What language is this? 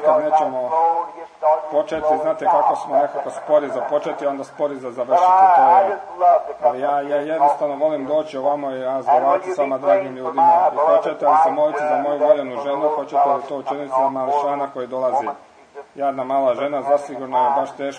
Croatian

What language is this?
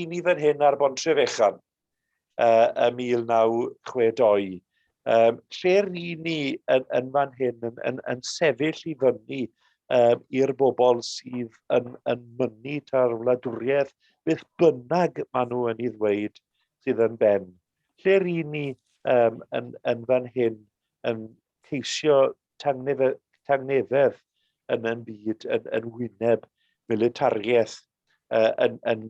Welsh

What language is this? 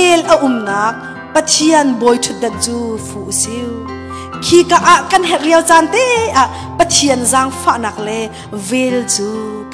Hakha Chin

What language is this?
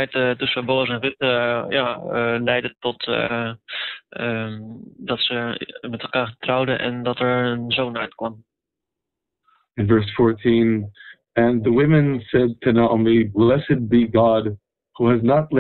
Dutch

